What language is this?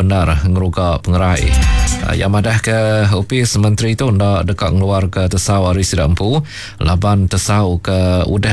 Iban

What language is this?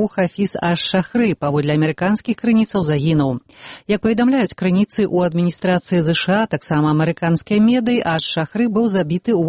Belarusian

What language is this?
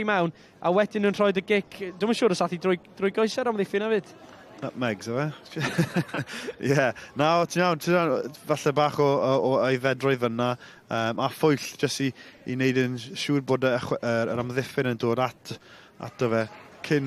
Welsh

